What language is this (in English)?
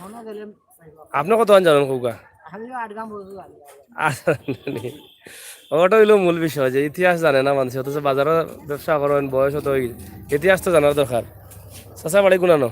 Sylheti